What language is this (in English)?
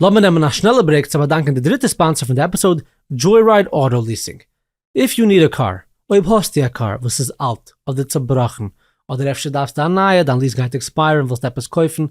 Yiddish